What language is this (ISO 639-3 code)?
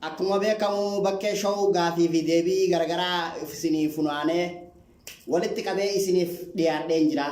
orm